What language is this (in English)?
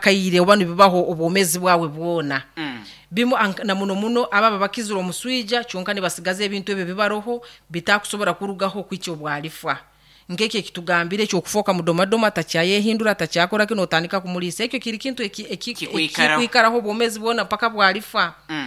Nyankole